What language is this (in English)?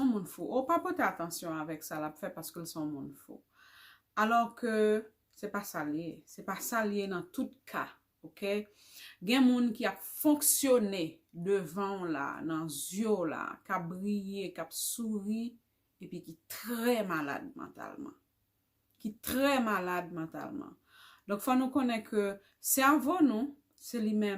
Haitian Creole